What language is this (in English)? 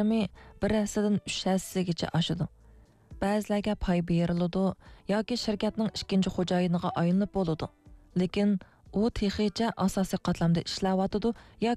Uyghur